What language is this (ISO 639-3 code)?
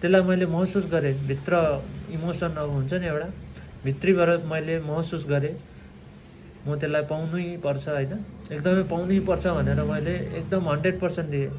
nep